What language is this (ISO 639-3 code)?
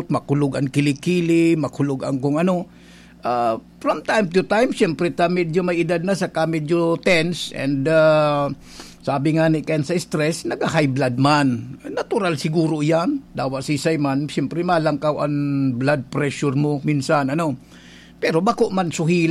bik